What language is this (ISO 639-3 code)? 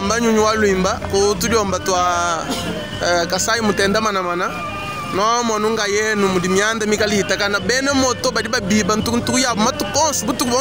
lua